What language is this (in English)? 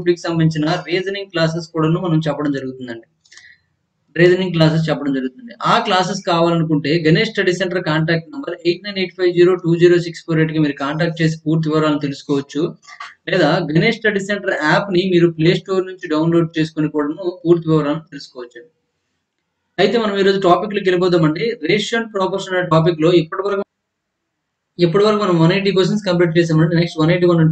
Telugu